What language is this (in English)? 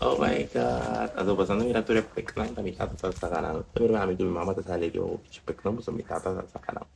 Papiamento